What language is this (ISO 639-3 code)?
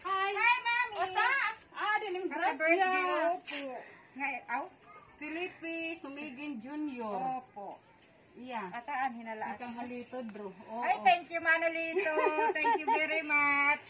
war